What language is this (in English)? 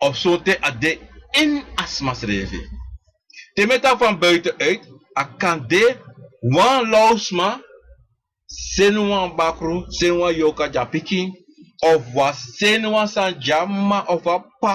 Sranan Tongo